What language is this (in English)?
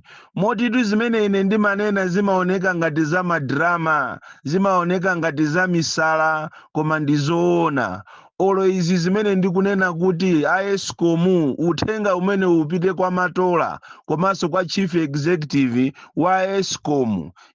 Nyanja